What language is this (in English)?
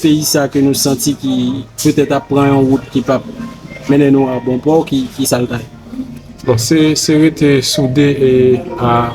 Haitian Creole